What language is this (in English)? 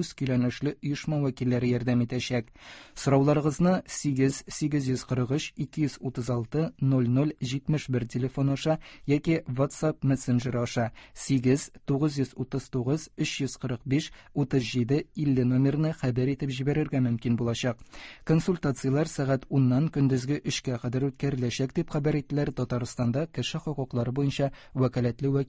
Tatar